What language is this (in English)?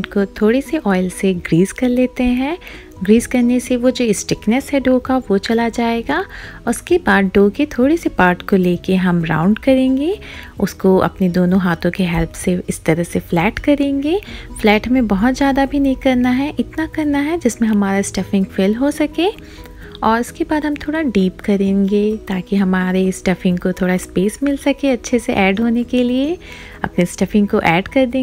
Hindi